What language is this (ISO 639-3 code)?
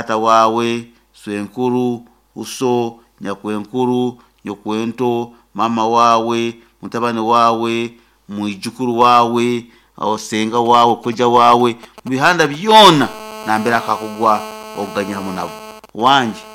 nyo